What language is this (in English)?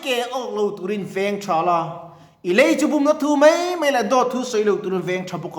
Mizo